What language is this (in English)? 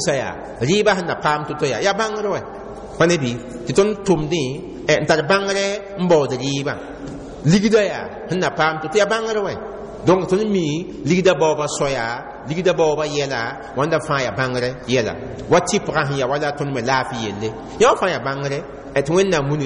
Mossi